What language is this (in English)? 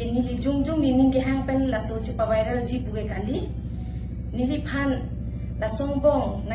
Karbi